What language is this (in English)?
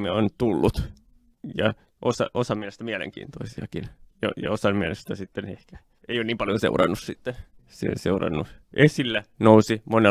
Finnish